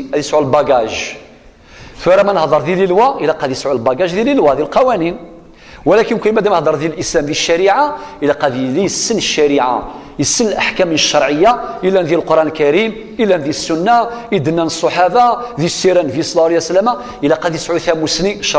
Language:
Kabyle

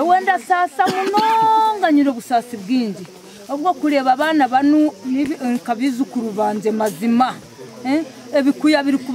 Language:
Nyankole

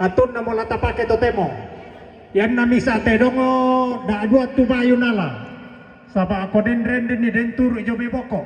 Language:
Toraja-Sa'dan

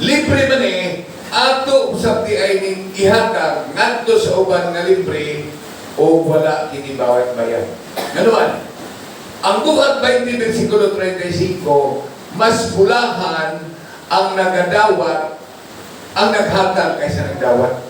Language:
Cebuano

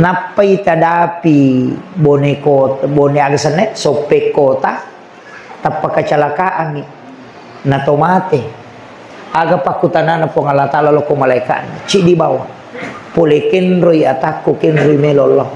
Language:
Buginese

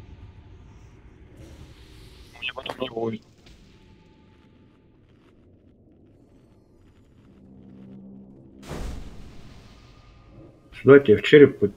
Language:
Russian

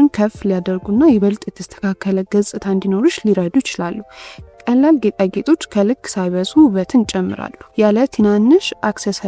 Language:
Amharic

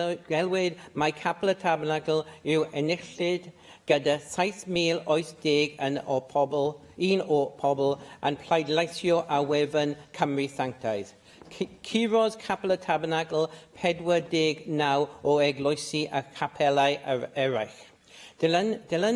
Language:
Welsh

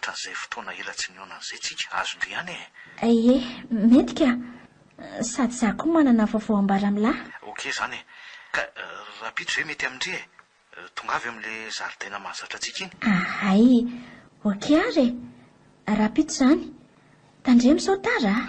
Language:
Malagasy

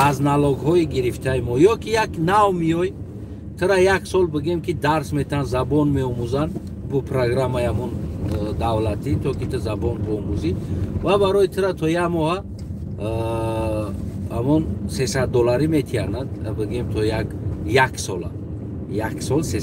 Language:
Tajik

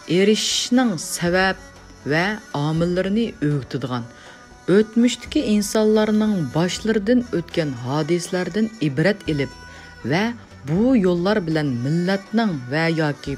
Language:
Uyghur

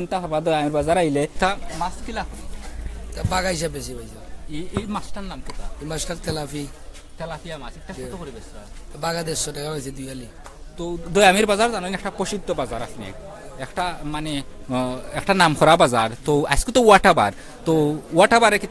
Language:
Sylheti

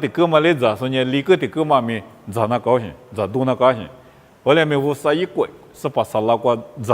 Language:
Lisu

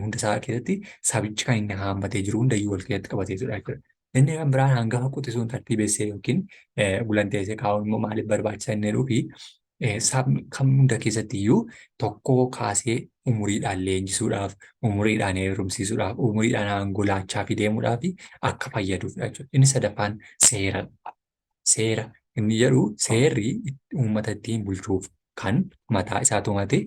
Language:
Oromo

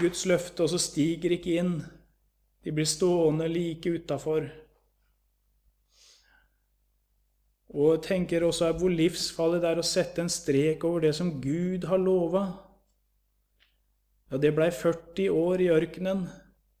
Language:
Norwegian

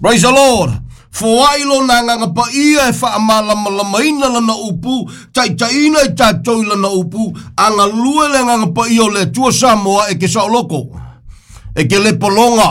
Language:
Samoan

